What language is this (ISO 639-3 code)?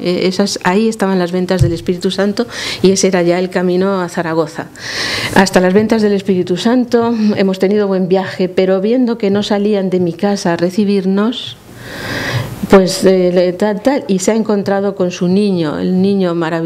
spa